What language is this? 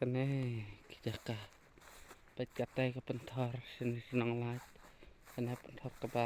Khasi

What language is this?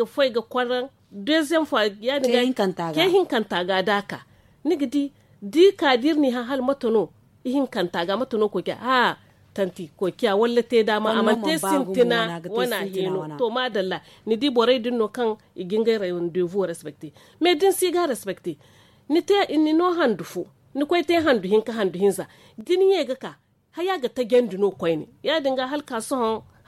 Zarma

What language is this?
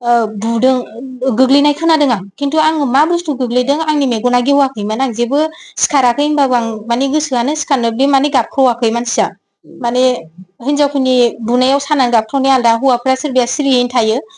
Bodo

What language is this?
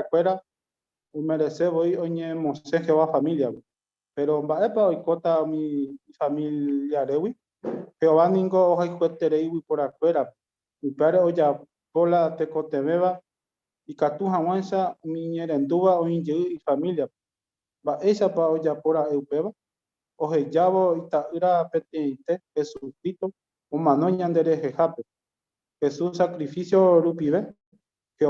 Guarani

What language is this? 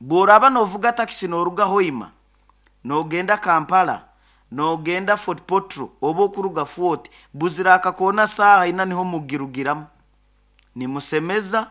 Nyoro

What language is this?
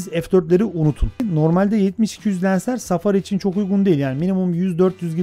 Turkish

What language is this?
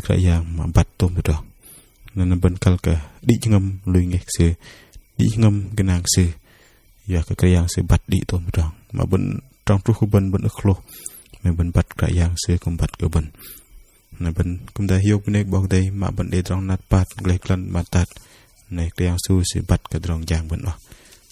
Bahnar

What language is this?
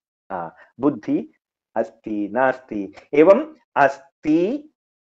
Sanskrit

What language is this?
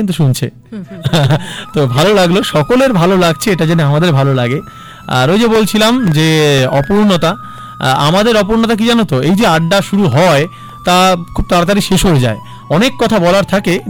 Bangla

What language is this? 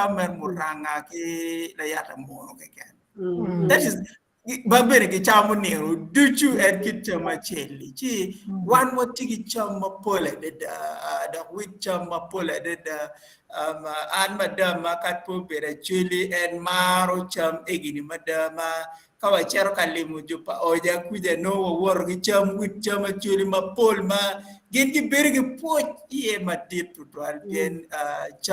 Acoli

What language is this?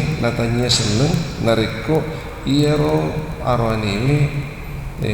Buginese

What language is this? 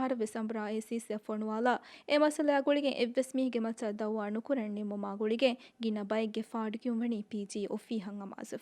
Divehi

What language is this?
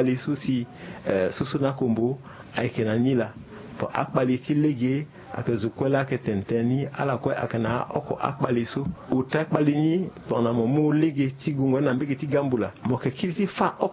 Sango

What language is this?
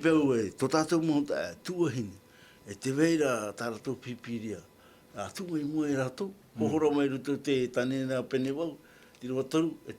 Tahitian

